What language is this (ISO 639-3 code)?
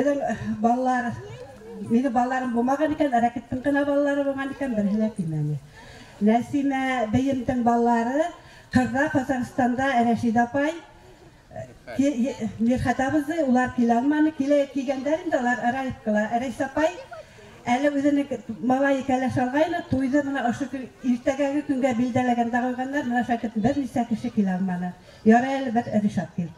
bak